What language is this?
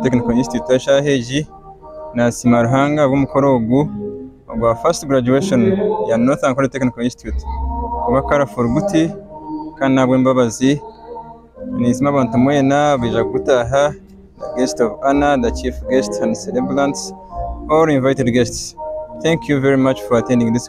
Nyankole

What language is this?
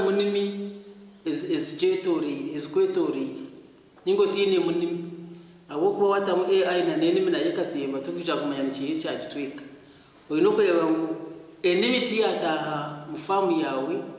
Nyankole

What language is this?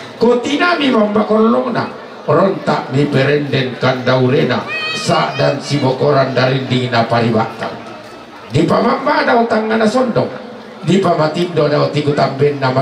Toraja-Sa'dan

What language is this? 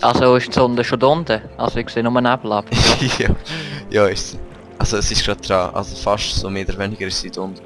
Swiss German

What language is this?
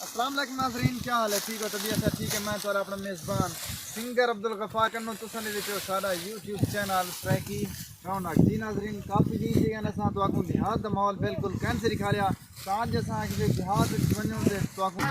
Saraiki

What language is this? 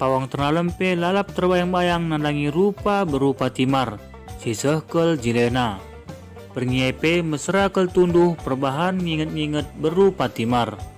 Batak Karo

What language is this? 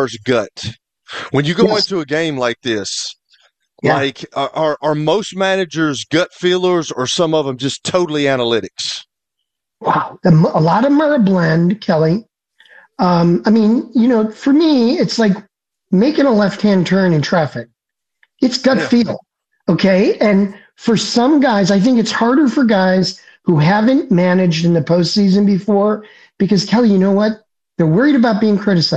English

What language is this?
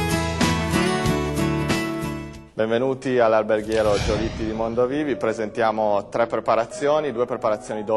Italian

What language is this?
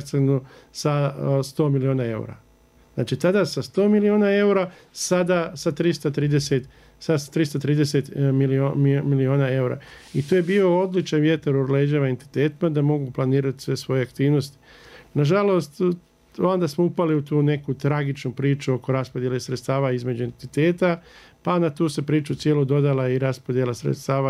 Bosnian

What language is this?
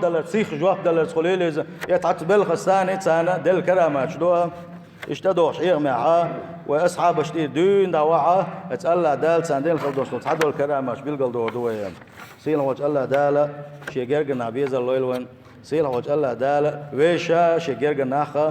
Chechen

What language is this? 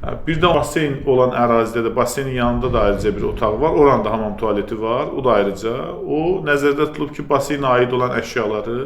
Azerbaijani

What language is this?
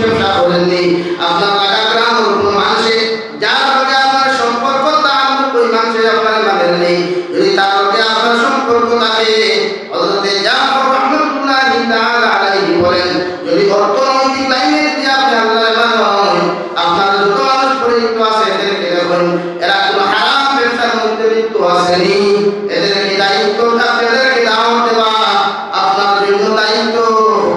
Sylheti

